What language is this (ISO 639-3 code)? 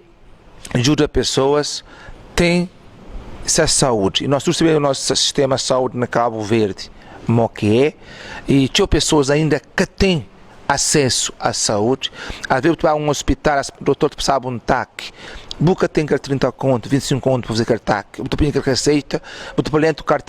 kea